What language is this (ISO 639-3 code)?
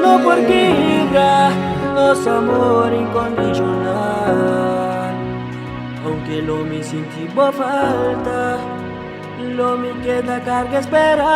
pap